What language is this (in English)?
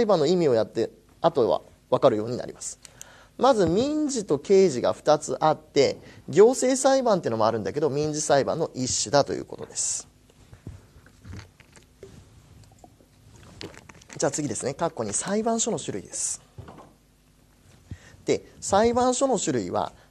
Japanese